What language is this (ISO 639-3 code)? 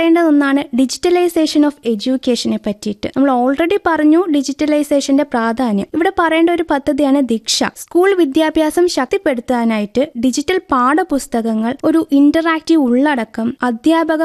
mal